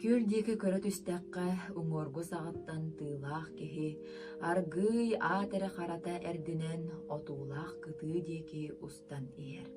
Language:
Yakut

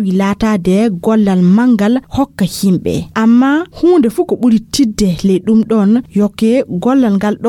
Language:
Fula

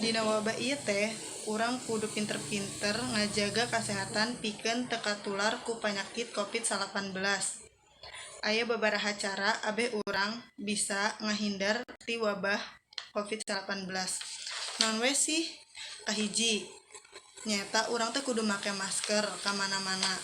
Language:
Sundanese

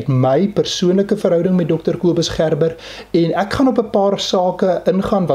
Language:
Afrikaans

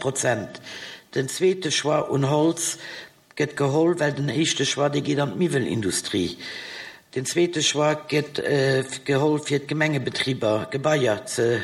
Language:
Luxembourgish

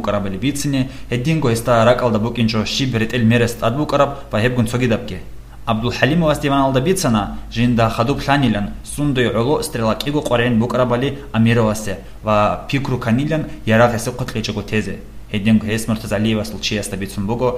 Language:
Avaric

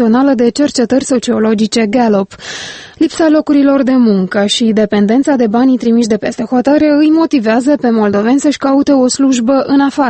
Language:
Romanian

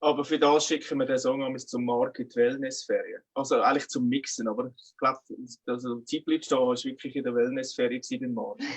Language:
Swiss German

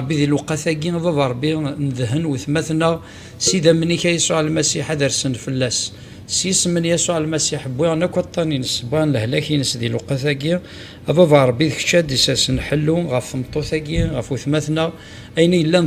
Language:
Kabyle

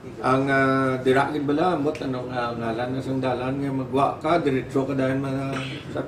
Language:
Hiligaynon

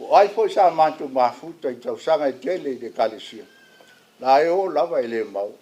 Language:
Samoan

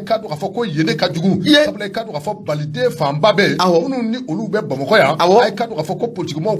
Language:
Bambara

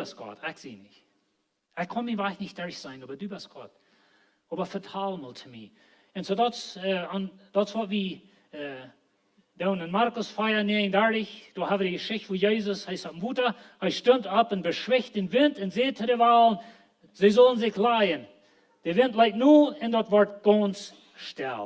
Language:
Plautdietsch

